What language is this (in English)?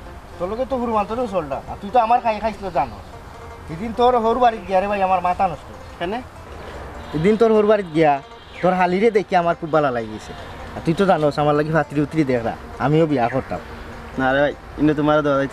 Sylheti